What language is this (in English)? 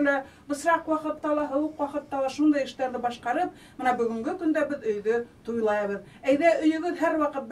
Bashkir